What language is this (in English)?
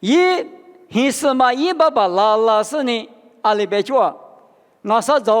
Lisu